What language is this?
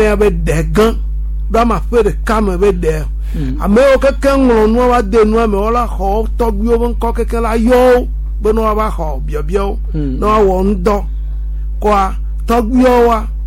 Gen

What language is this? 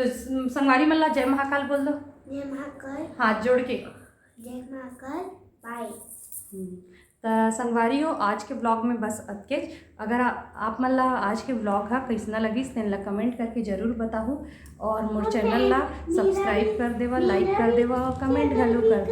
Chhattisgarhi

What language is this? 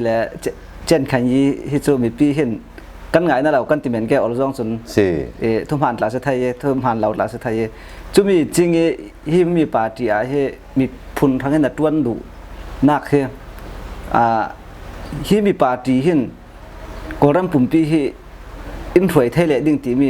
Falam Chin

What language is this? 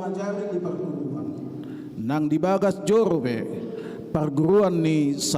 Batak Toba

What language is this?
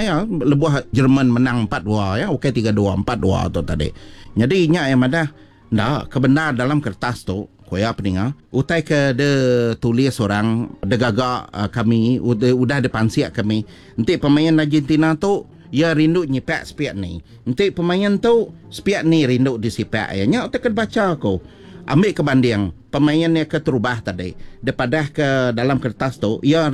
Iban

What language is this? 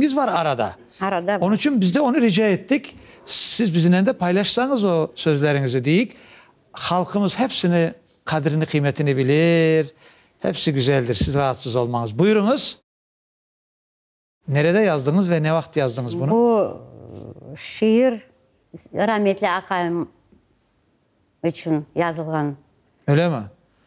Crimean Tatar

